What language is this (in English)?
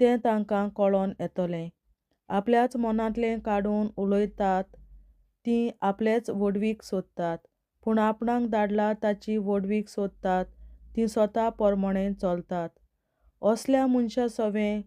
Konkani